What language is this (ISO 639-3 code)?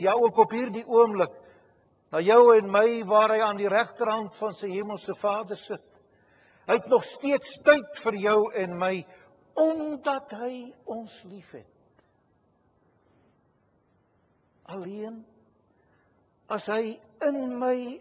afr